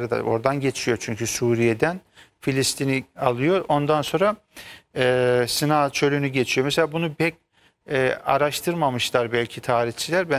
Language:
Turkish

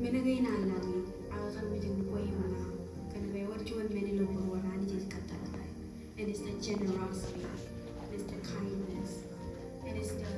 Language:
Marshallese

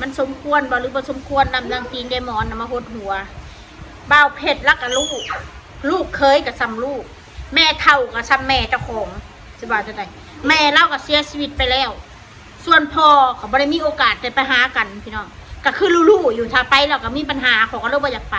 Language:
Northeastern Thai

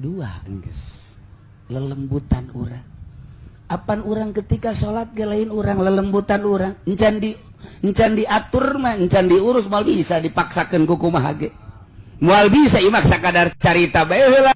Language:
Sundanese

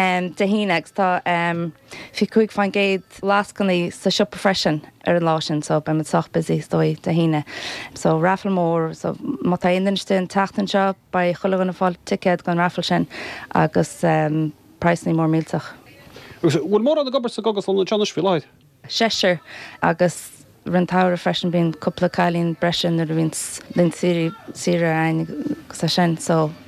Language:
Irish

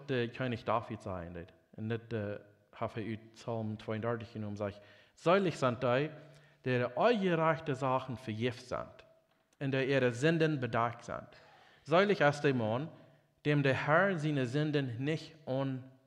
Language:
Plautdietsch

